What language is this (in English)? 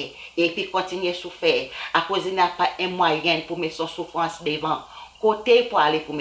Seselwa Creole French